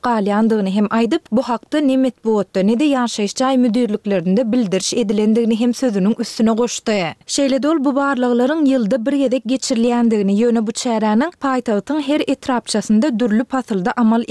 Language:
Turkmen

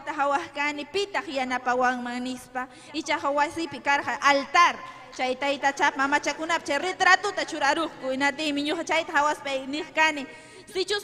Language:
Ayacucho Quechua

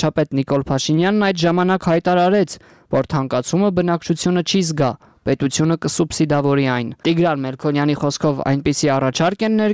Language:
Armenian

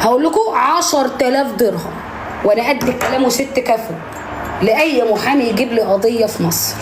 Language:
Egyptian Arabic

